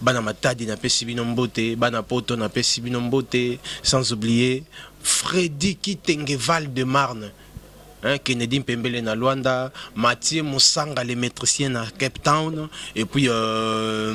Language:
Lingala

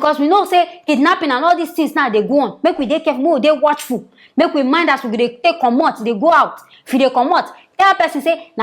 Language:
Nigerian Pidgin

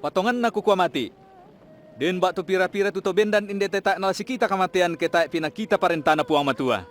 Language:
Toraja-Sa'dan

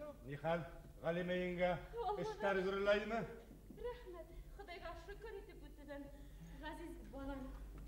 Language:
Bashkir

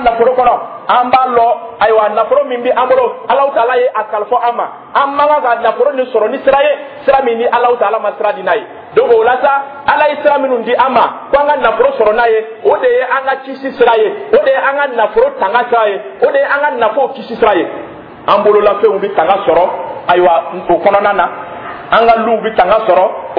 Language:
Dyula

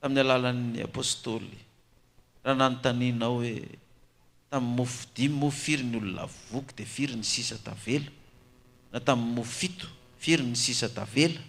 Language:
Malagasy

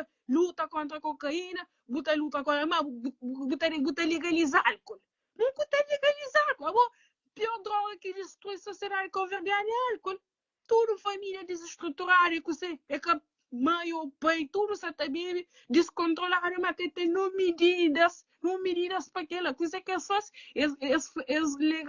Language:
Kabuverdianu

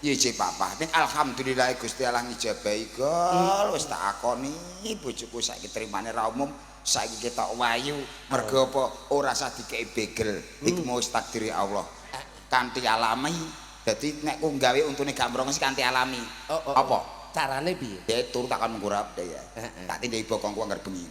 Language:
Javanese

